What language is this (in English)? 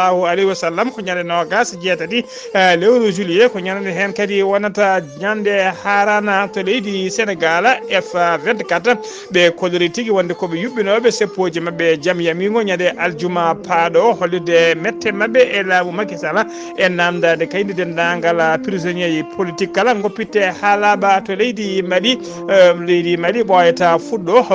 Fula